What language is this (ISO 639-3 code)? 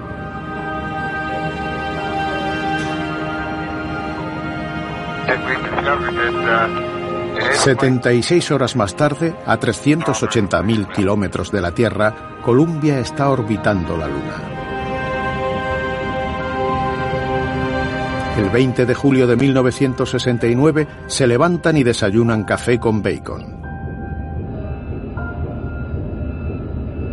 spa